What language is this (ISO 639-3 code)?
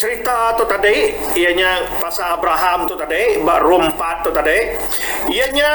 iba